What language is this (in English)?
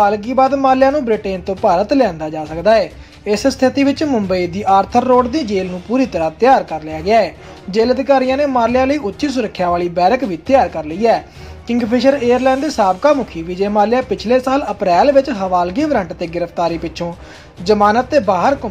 Punjabi